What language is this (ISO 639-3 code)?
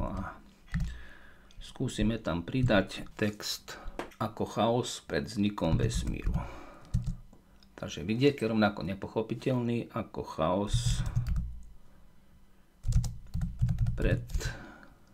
slk